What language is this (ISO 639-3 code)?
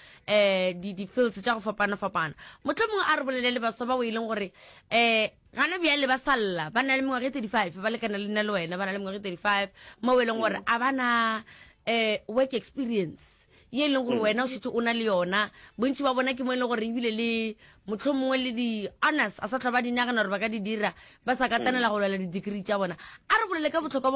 nso